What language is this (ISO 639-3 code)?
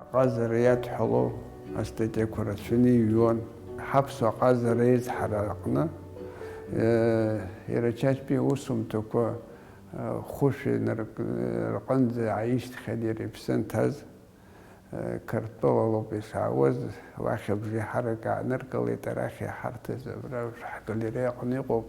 abk